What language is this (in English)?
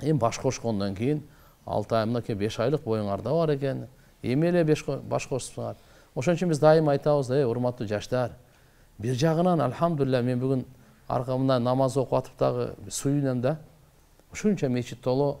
Kyrgyz